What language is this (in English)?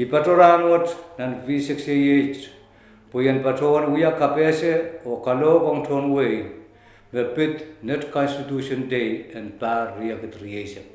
Pohnpeian